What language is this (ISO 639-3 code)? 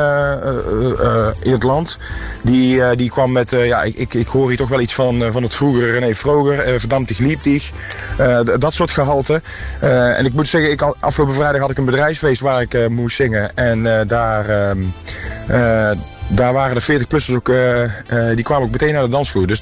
nld